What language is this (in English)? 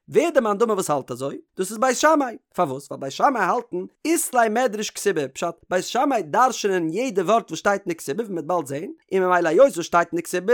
Yiddish